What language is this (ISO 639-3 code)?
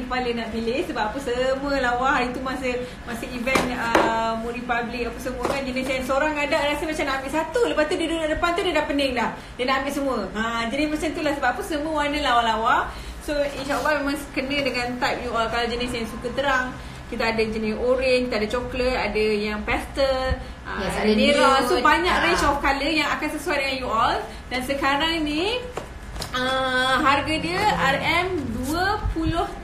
msa